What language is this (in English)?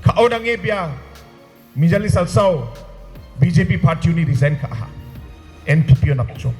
Garo